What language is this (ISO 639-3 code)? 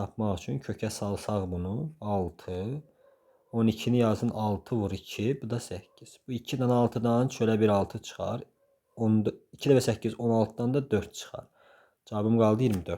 aze